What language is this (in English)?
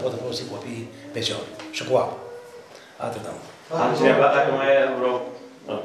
Romanian